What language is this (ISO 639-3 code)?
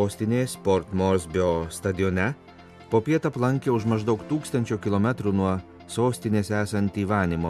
lit